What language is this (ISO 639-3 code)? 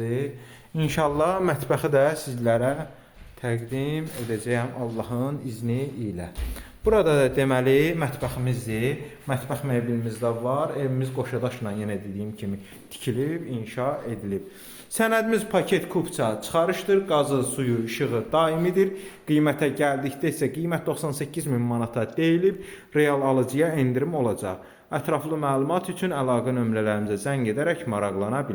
aze